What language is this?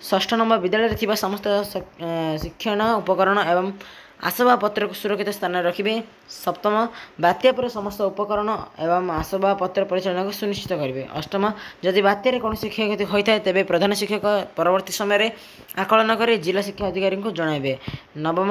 Odia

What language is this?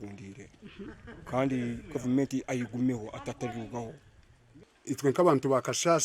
Nyankole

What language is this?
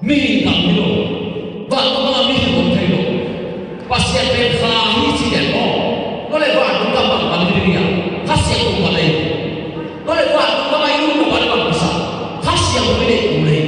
Tedim Chin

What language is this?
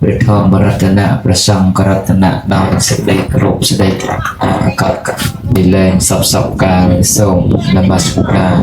Khmer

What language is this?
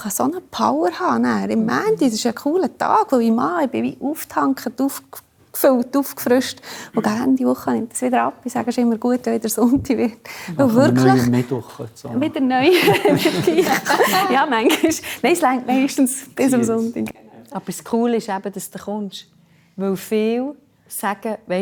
Swiss German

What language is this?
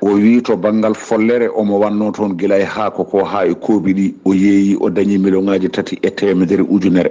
Fula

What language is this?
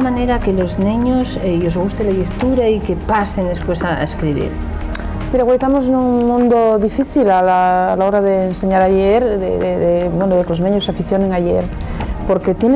Asturian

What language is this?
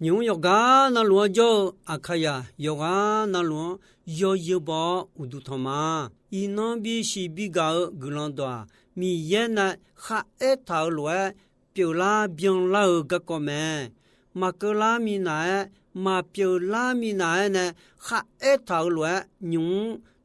Akha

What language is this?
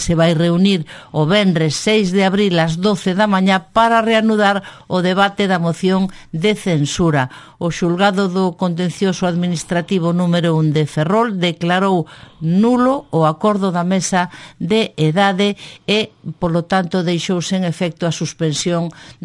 Galician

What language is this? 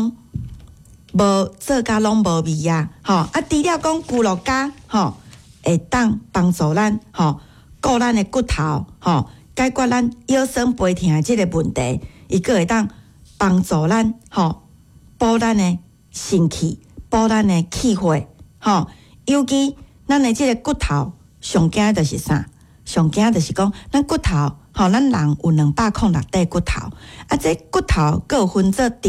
Min Nan Chinese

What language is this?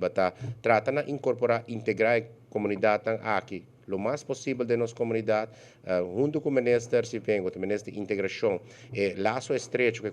Papiamento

